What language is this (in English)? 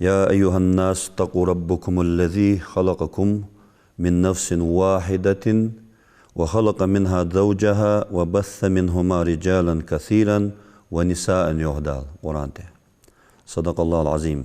Ingush